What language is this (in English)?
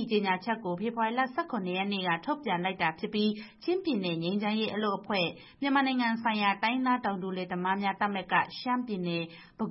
Burmese